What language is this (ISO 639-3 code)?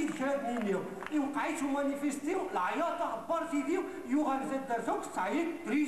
kab